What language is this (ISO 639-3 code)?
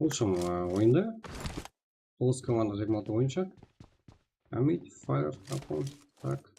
kaa